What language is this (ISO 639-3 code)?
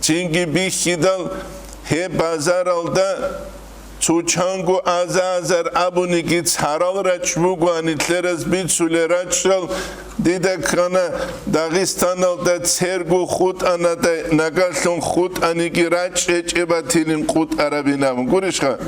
ava